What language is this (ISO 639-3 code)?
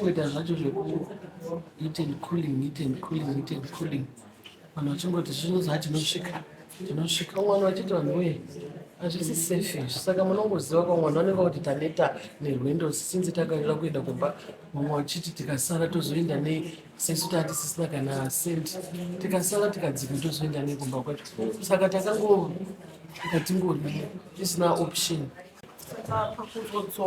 sna